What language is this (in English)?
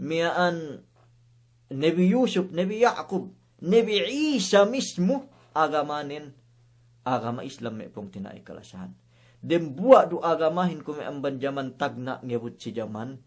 Yakan